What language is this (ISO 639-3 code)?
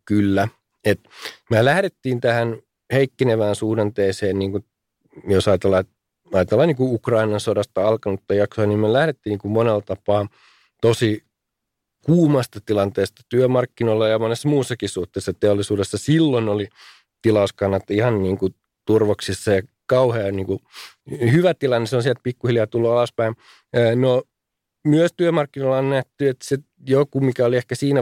fin